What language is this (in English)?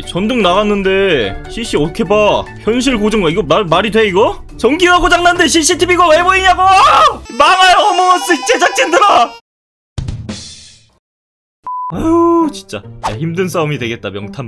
Korean